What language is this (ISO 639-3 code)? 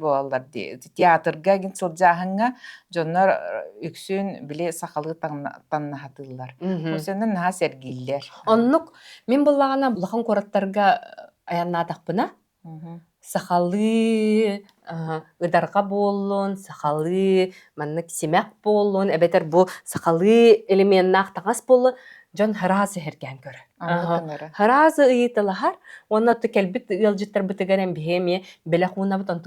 sah